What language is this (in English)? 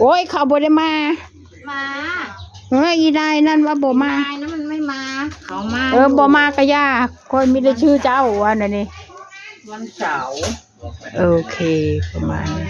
Northeastern Thai